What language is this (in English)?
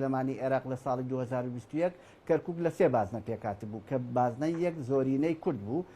Central Kurdish